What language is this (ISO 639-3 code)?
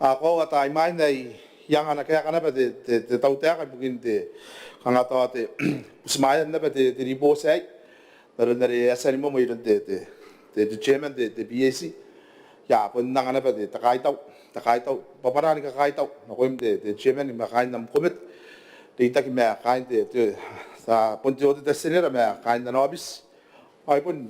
gil